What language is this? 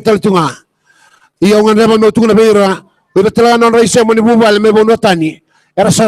Fijian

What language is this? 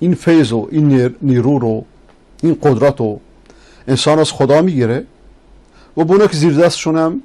Persian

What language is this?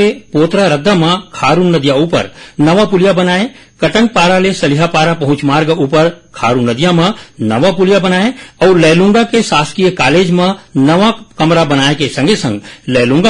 Chhattisgarhi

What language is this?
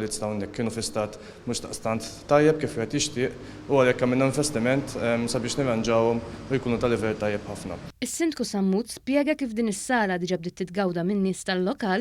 Maltese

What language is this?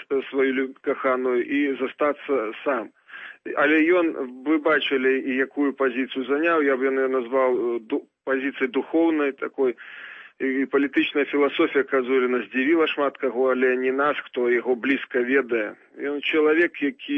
Belarusian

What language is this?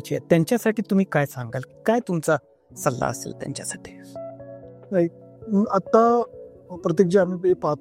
Marathi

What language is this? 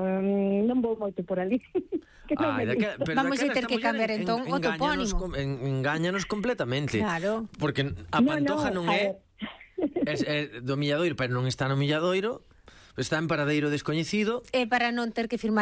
Galician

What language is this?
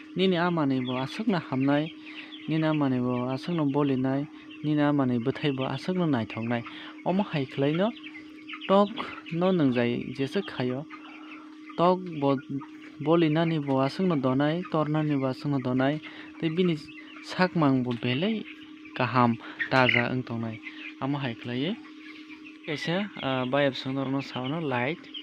Kok Borok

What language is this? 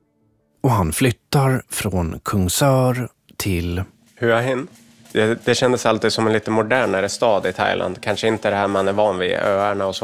Swedish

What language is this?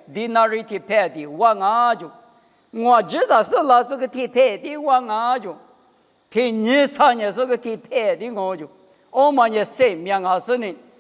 Lisu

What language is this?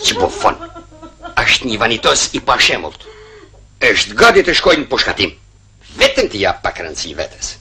Albanian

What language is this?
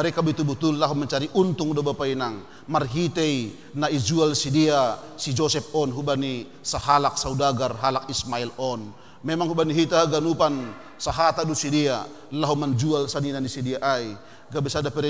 Batak Simalungun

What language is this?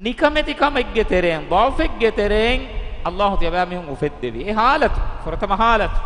Divehi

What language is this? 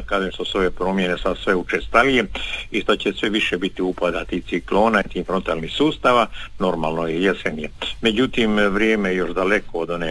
Croatian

